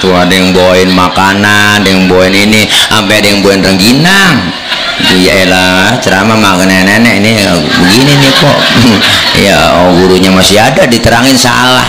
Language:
Betawi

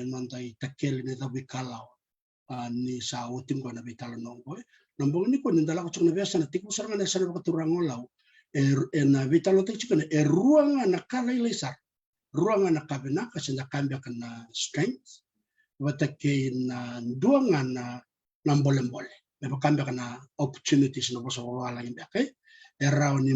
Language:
Fijian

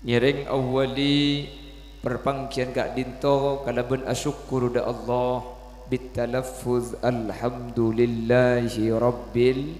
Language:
Madurese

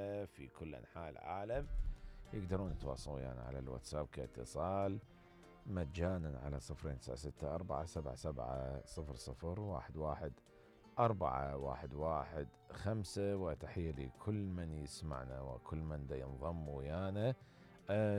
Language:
Mesopotamian Arabic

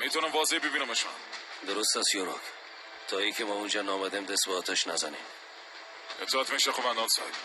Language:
Tajik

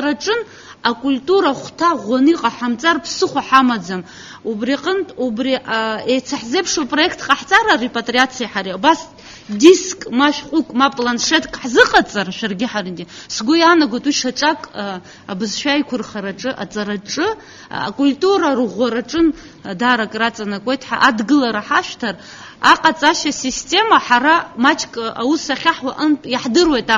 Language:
Abkhazian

